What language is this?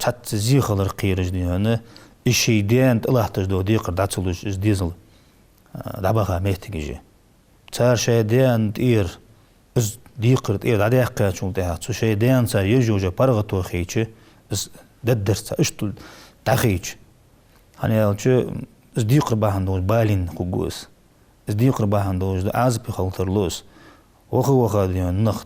Ingush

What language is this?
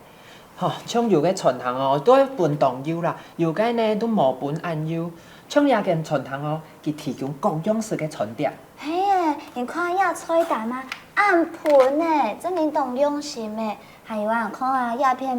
Hakka Chinese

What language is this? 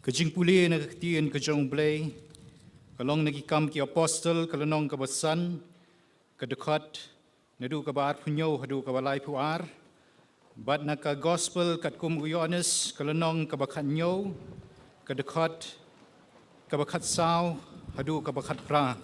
Khasi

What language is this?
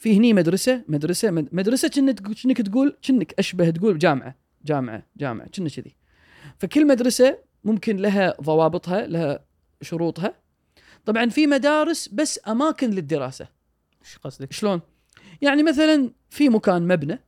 Gulf Arabic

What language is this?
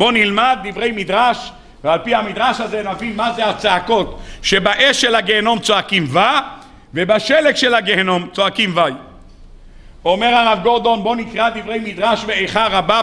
Hebrew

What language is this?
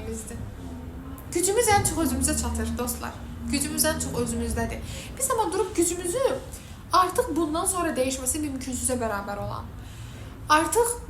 Azerbaijani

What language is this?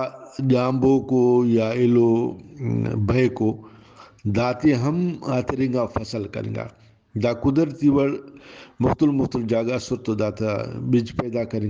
Brahui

